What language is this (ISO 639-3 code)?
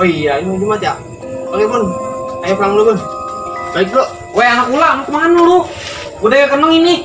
bew